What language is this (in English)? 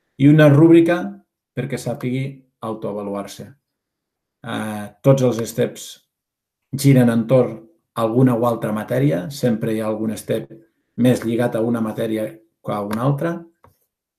Catalan